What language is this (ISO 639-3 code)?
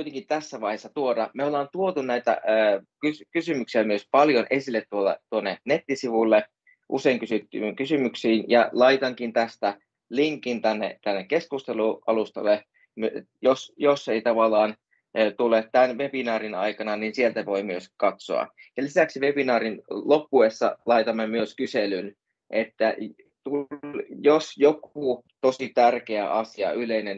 fin